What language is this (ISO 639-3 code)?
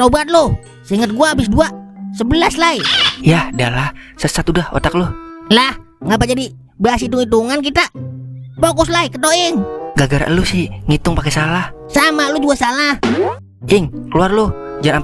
bew